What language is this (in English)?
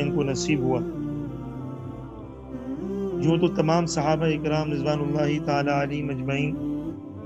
Urdu